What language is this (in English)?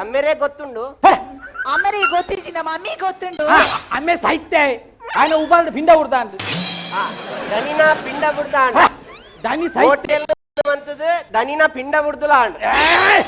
Tulu